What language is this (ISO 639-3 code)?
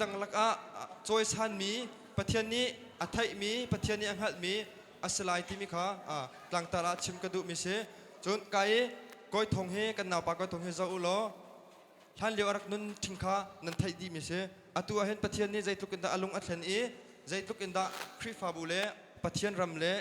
cnh